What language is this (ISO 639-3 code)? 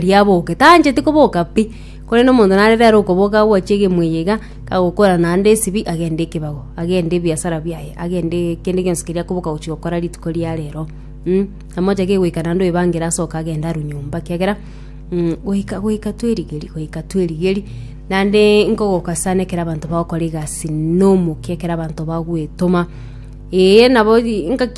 guz